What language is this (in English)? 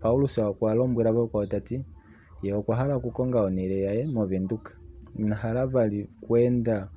Kuanyama